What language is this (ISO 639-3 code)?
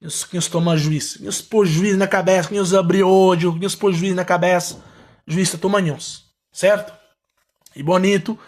kea